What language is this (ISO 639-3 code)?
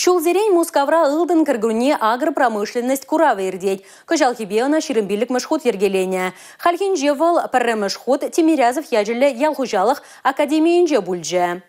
chv